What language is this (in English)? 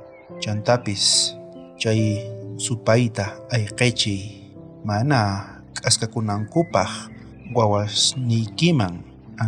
South Bolivian Quechua